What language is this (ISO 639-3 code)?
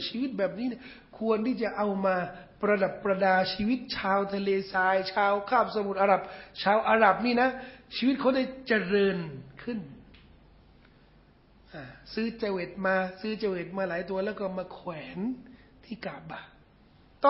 tha